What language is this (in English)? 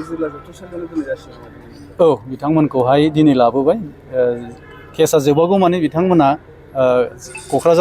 Bodo